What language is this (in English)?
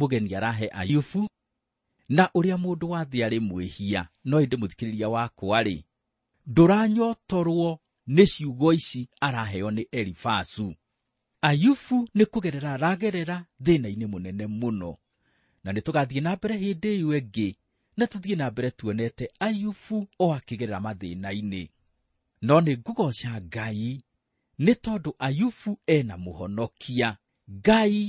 Kikuyu